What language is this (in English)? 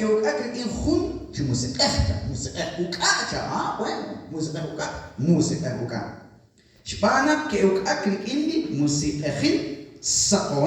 Kekchí